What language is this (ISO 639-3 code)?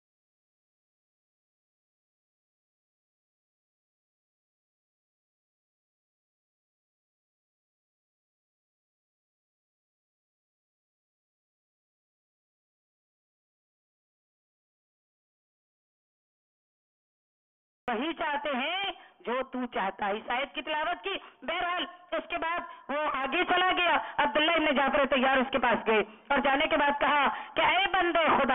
urd